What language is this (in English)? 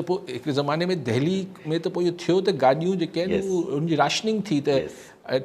Sindhi